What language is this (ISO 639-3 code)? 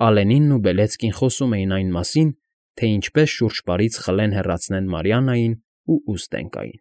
hye